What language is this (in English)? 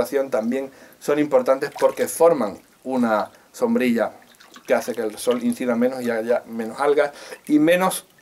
Spanish